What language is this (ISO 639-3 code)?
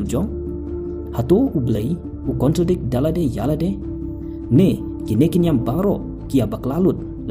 kha